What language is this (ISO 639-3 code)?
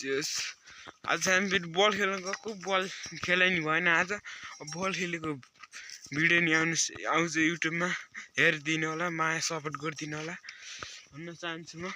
nep